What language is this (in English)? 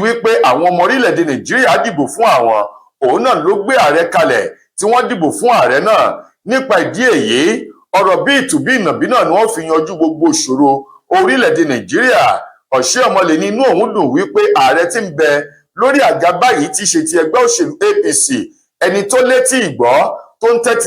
Yoruba